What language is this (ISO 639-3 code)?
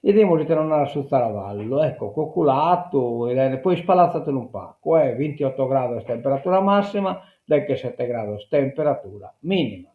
srd